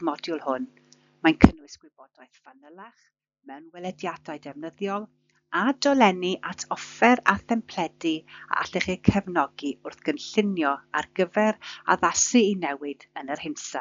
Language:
Welsh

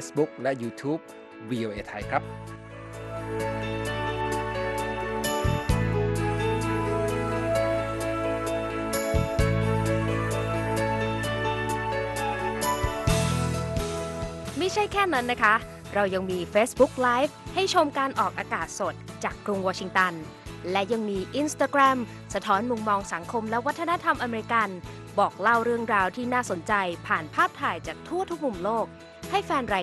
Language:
Thai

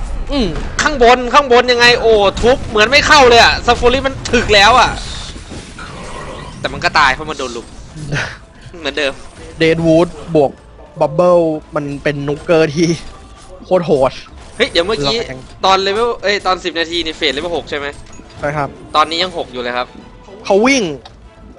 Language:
Thai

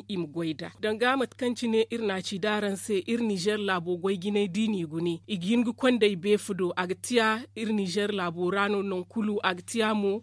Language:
Zarma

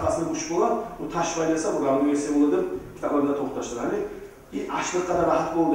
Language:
Kumyk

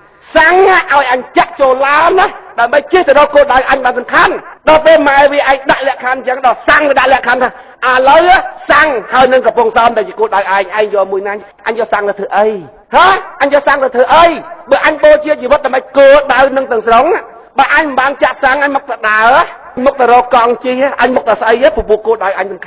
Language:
Khmer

